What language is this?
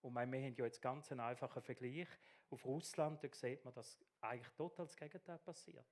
Swiss German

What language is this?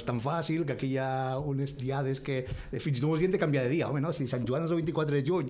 Catalan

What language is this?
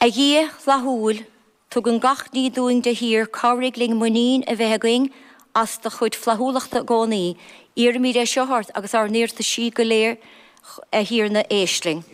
Irish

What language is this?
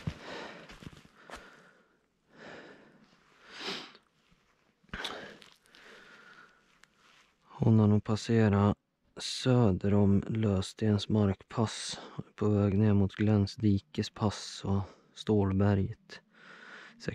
Swedish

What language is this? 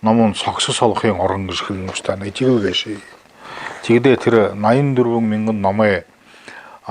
Buriat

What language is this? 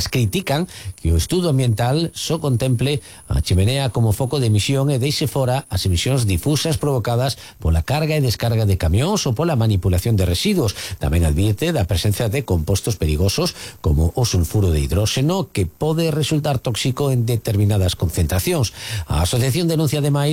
Galician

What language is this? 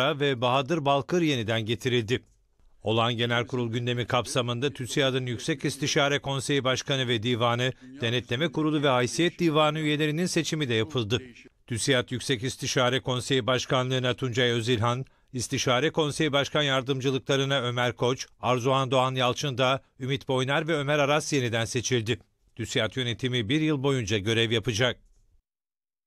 Turkish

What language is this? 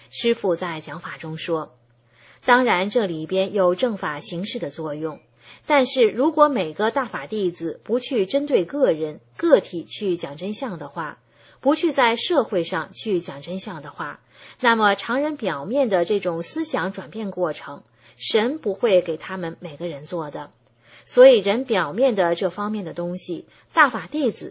Chinese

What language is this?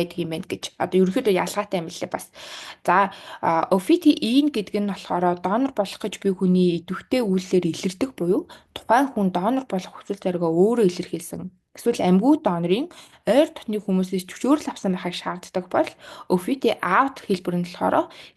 Mongolian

